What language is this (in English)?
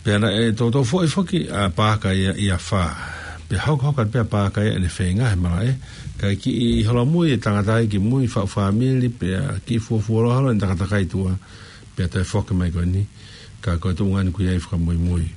Tongan